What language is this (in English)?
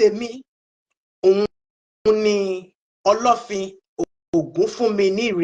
Yoruba